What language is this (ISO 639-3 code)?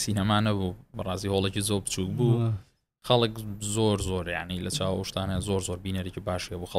ckb